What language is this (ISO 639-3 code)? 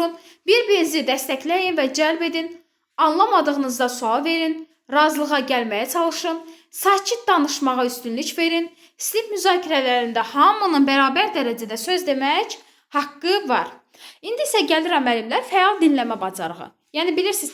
aze